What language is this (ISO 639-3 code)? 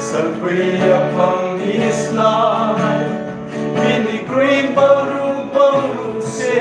ria